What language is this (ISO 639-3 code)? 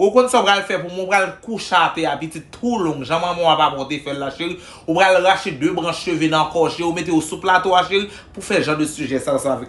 hat